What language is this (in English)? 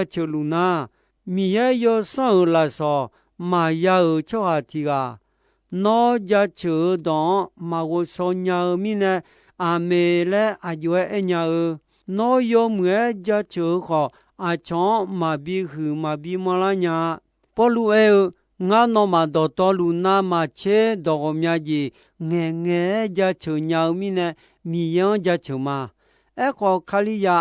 Akha